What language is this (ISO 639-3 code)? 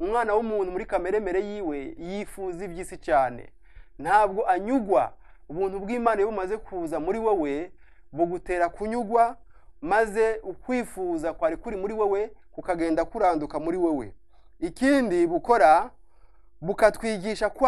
run